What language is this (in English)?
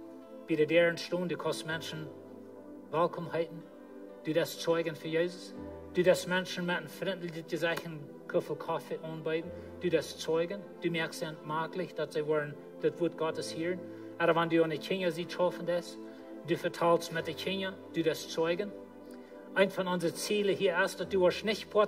Plautdietsch